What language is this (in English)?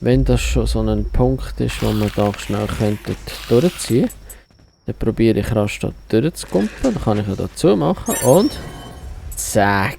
Swiss German